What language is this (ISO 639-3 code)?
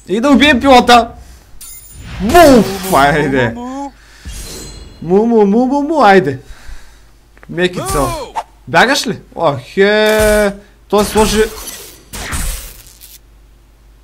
bul